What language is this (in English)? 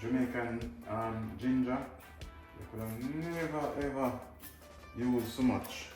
Jamaican Creole English